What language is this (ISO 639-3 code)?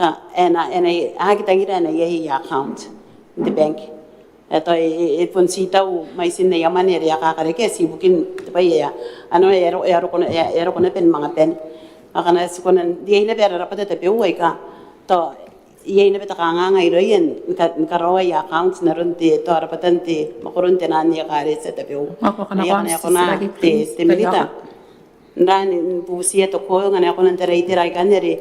gil